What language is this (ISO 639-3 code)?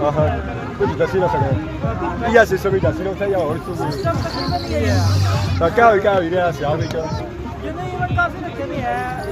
phr